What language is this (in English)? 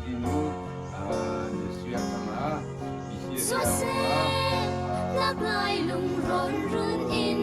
Hakha Chin